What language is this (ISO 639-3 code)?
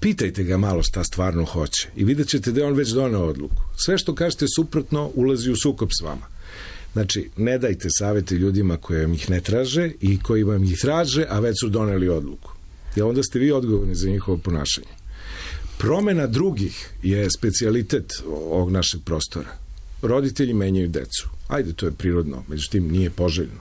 srp